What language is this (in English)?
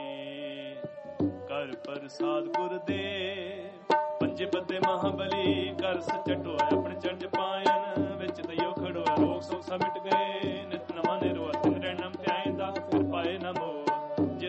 Punjabi